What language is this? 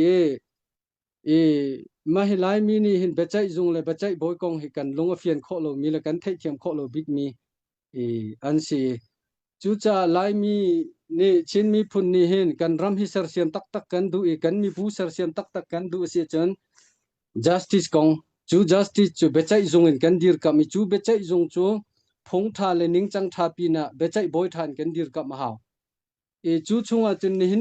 Hakha Chin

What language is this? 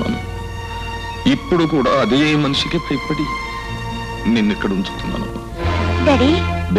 Telugu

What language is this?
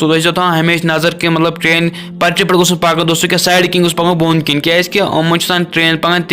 Kashmiri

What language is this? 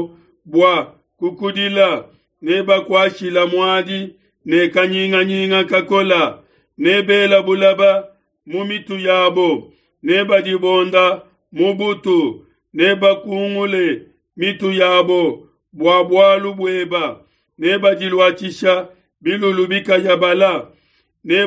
Luba-Lulua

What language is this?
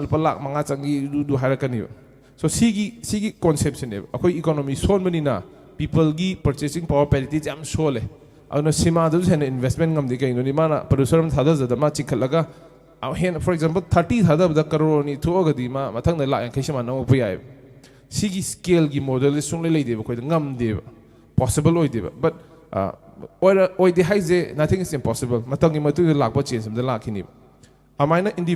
Manipuri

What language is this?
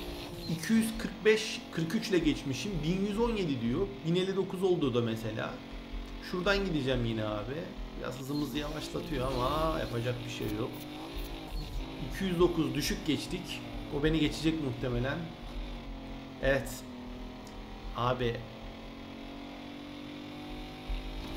Turkish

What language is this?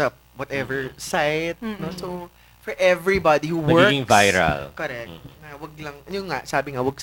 Filipino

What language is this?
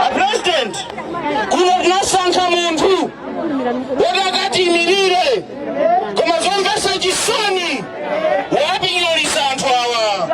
Nyanja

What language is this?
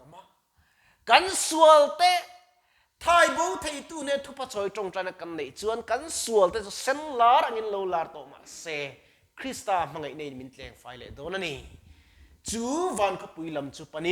Mizo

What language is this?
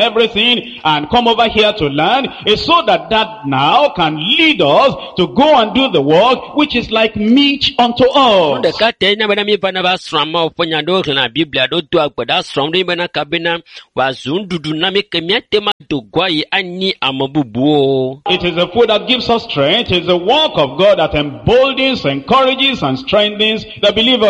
Ewe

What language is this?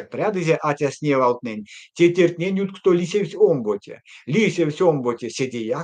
Erzya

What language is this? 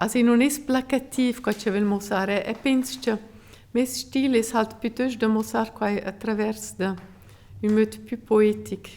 Romansh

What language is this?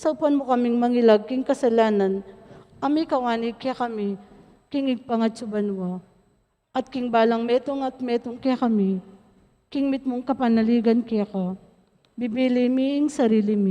Pampanga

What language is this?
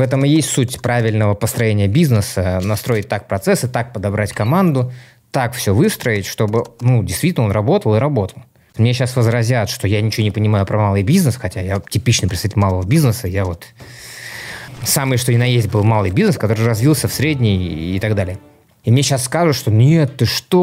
Russian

